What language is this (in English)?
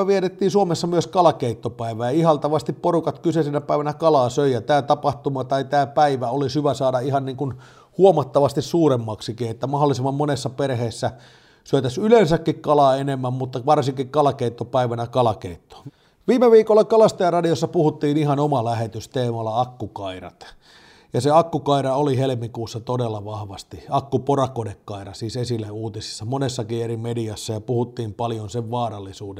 Finnish